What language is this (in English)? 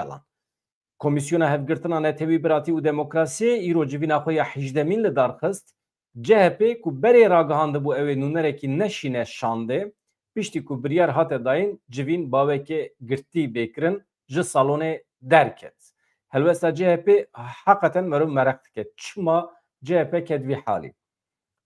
Kurdish